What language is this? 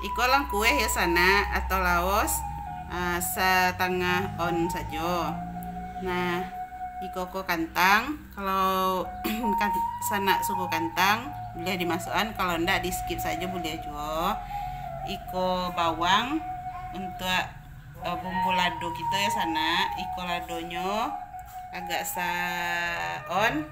Minangkabau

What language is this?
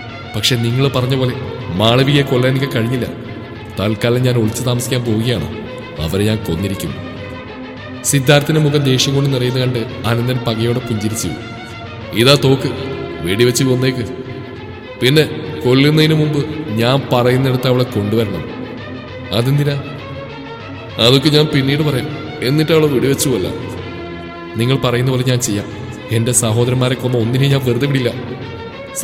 Malayalam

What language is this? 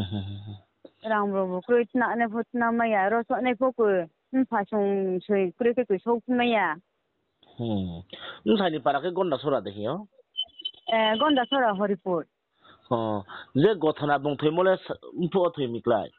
Riang (India)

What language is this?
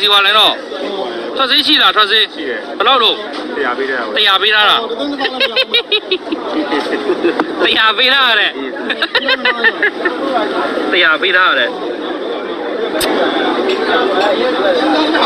Burmese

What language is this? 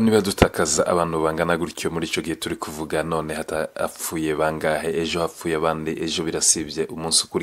Kinyarwanda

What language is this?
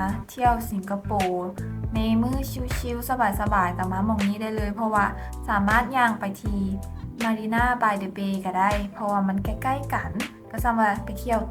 Lao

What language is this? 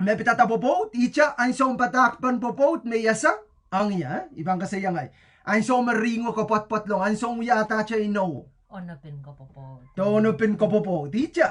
Pohnpeian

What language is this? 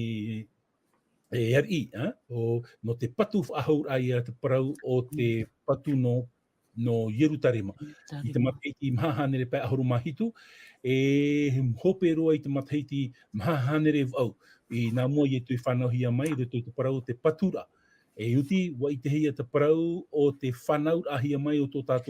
Tahitian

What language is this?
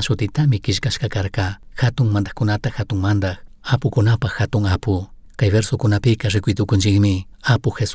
Chimborazo Highland Quichua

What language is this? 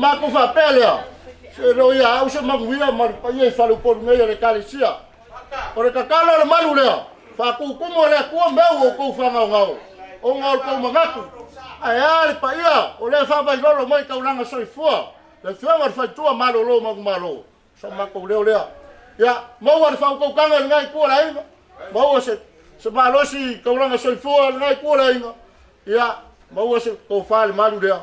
Samoan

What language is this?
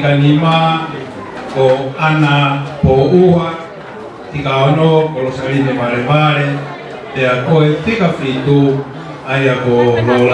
Tongan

